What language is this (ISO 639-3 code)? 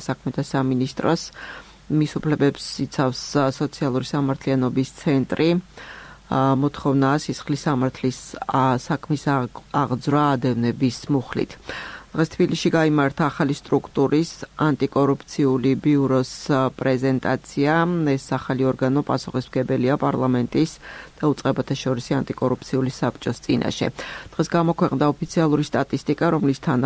kat